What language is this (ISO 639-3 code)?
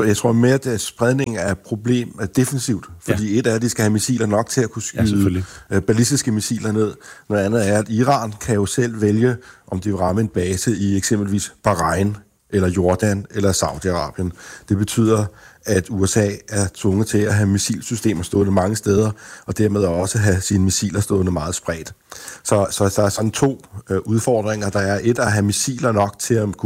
dan